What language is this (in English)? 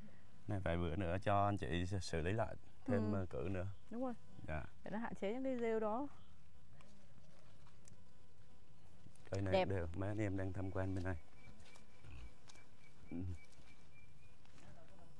Vietnamese